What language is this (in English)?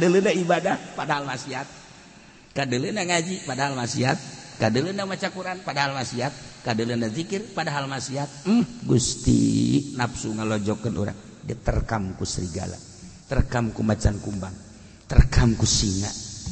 Sundanese